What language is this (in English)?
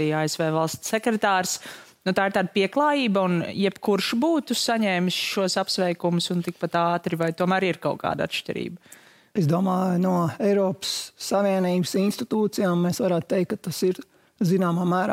Latvian